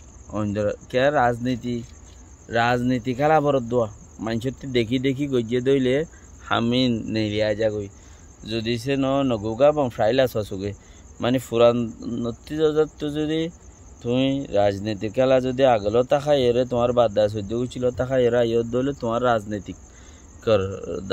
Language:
Rohingya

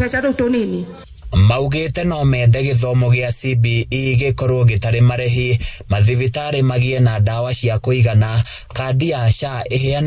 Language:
Kikuyu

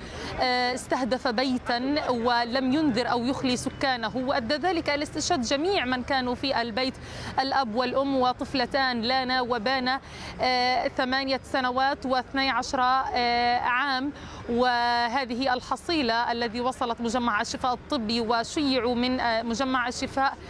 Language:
Arabic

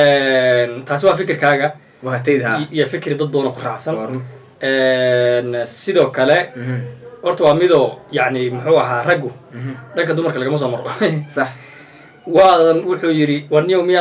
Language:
Somali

